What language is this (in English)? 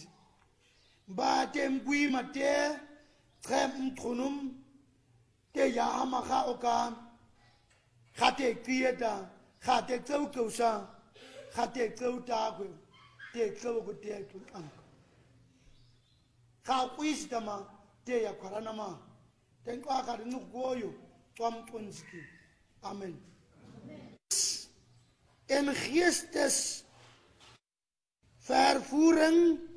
Afrikaans